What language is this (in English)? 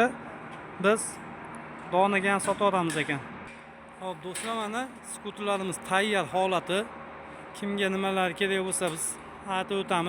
Uzbek